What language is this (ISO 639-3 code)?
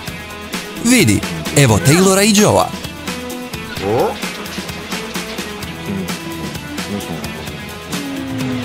hrv